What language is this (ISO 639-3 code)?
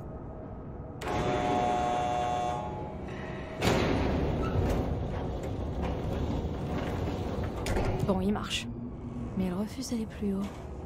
fra